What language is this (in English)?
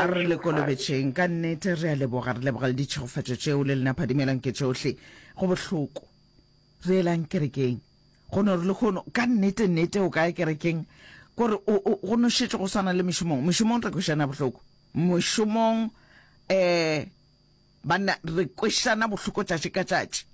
Northern Sotho